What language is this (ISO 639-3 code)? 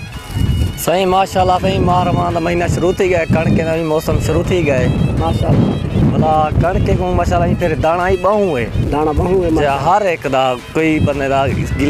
skr